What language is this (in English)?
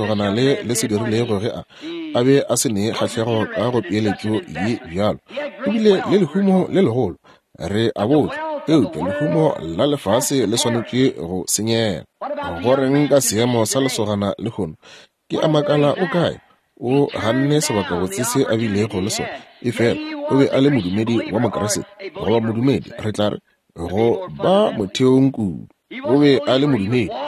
Northern Sotho